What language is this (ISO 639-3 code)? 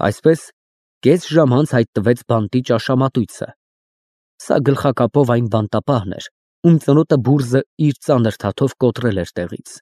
hye